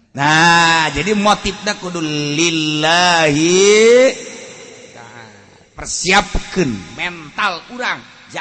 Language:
Sundanese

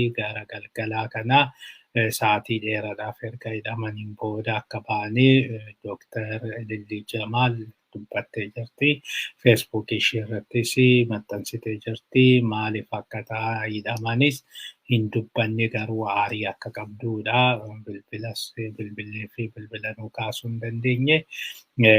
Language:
Oromo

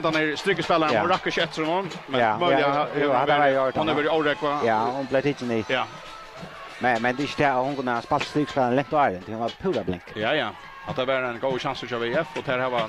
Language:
Faroese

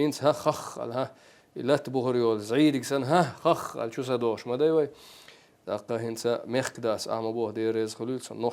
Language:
Chechen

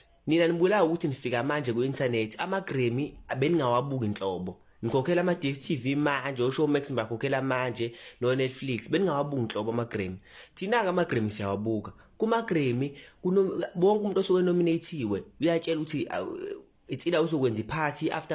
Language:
Zulu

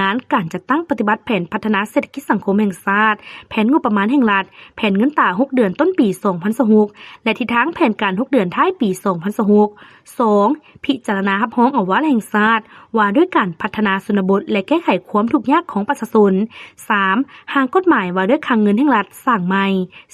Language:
Lao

